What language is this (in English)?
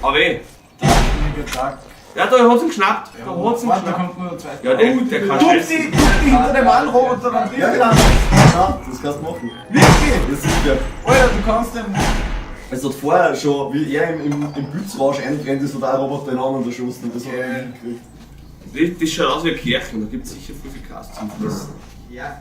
Bavarian